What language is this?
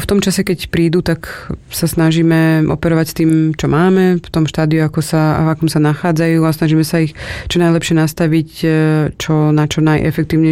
Slovak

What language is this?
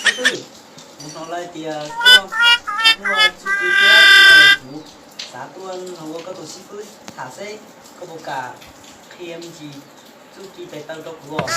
Hmong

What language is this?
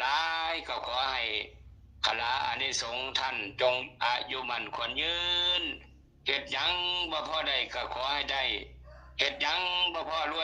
Northeastern Thai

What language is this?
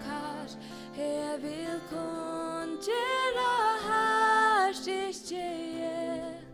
Faroese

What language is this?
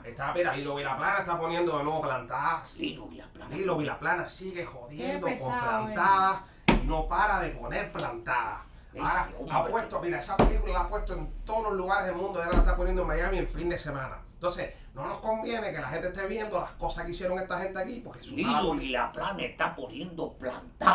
Spanish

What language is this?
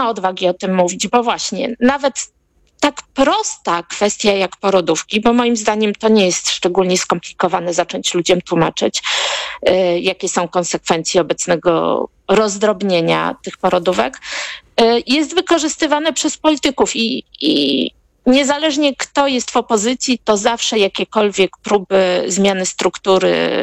Polish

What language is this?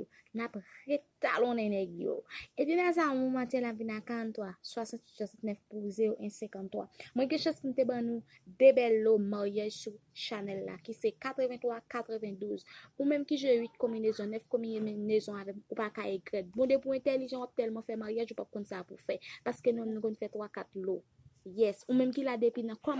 Haitian Creole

